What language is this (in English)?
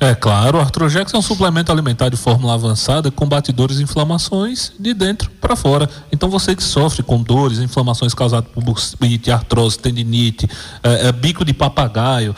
Portuguese